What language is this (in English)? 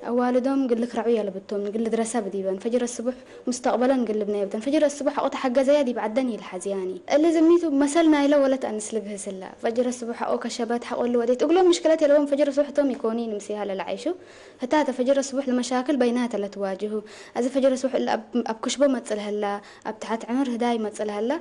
Tigre